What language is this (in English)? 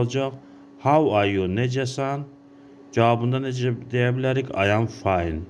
Azerbaijani